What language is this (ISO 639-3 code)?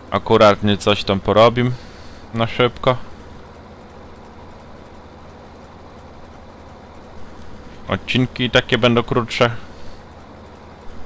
pol